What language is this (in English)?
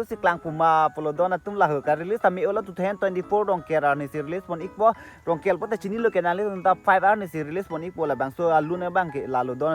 Karbi